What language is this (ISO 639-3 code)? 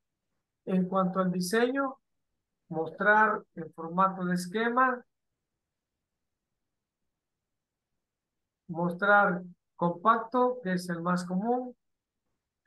spa